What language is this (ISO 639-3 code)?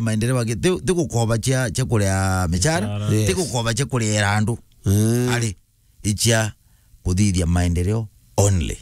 mer